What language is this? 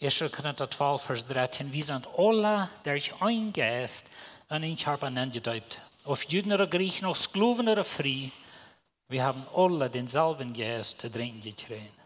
Plautdietsch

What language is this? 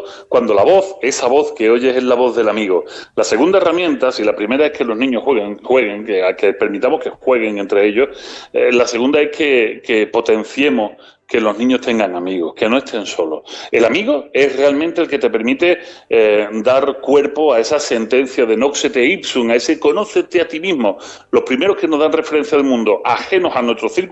Spanish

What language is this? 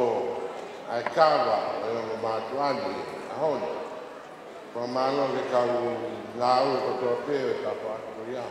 Tongan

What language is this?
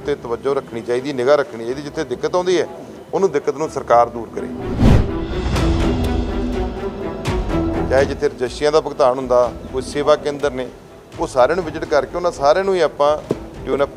Punjabi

